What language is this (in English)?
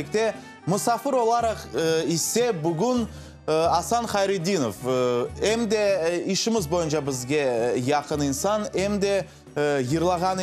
Crimean Tatar